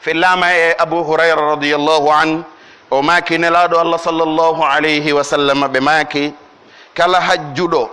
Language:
Pular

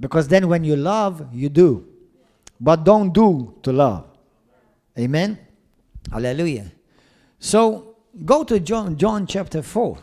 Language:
English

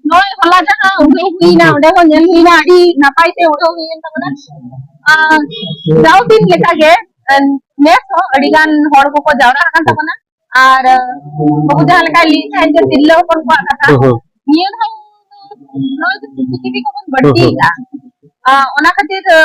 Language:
Santali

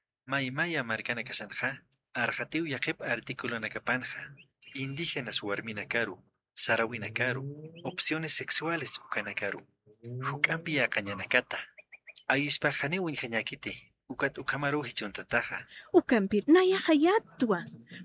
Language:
Aymara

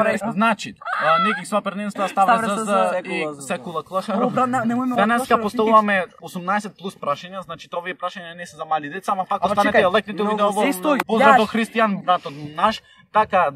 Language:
Macedonian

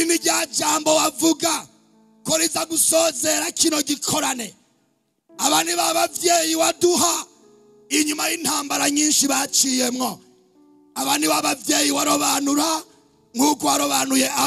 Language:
Rundi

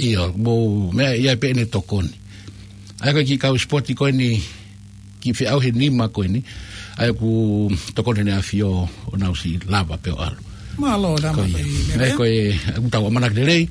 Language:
Tongan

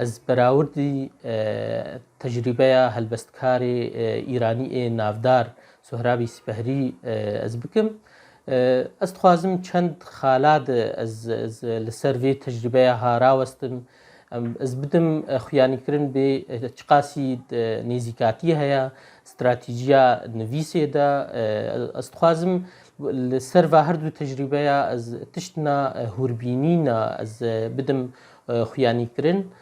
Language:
Kurdish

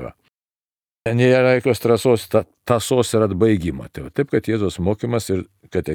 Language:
Lithuanian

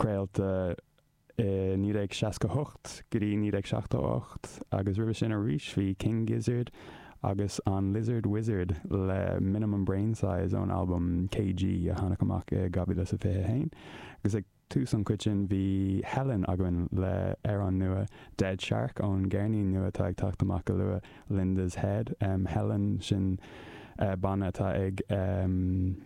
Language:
Irish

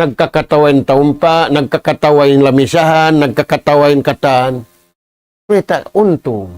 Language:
Tausug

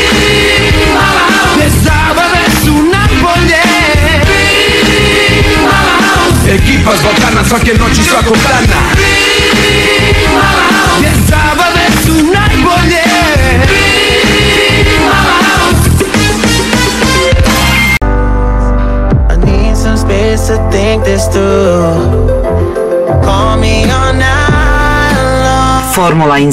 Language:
Bosnian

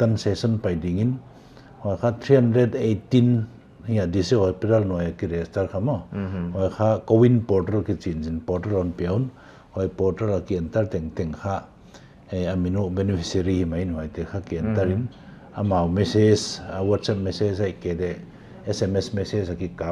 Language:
Paite Chin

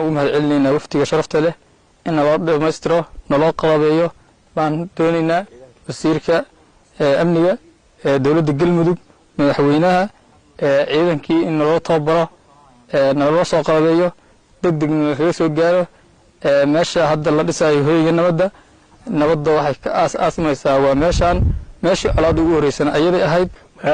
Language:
Somali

